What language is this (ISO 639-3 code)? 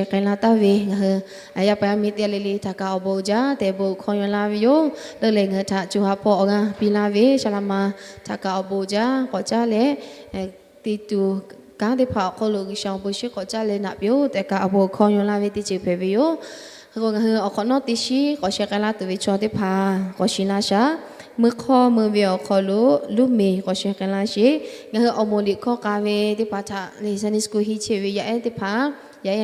lhu